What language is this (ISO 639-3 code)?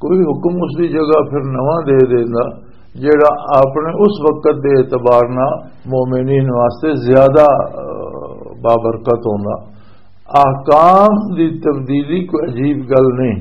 lah